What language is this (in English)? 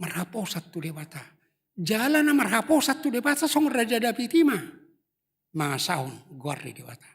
Batak Toba